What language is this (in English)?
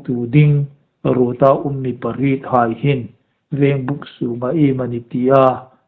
Hmar